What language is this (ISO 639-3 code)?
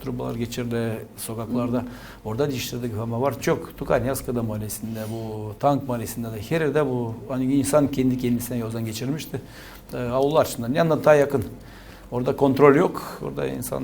gag